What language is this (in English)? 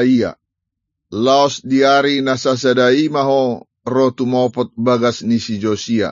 Batak Toba